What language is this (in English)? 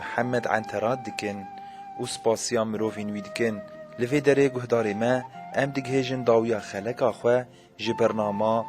Kurdish